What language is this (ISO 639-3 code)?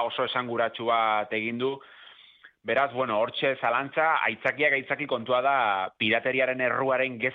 eus